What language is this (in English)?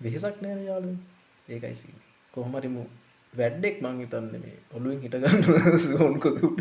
Sinhala